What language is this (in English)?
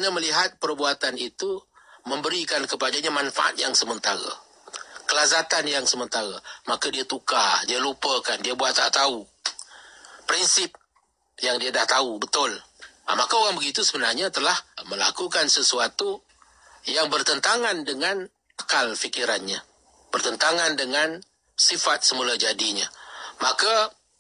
Malay